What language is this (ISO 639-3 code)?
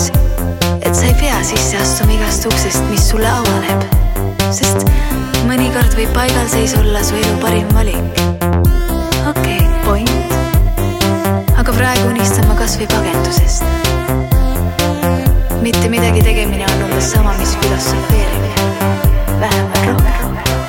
est